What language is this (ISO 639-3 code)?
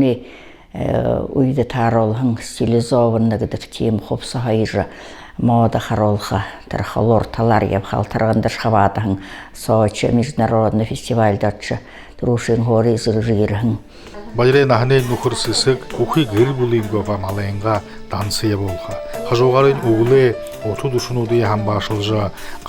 bua